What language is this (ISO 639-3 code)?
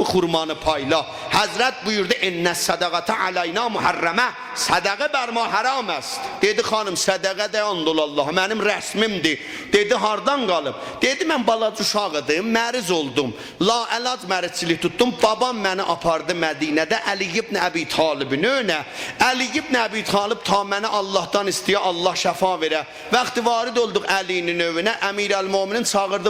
azb